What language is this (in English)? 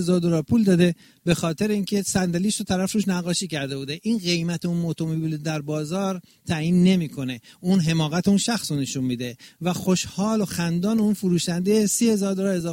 Persian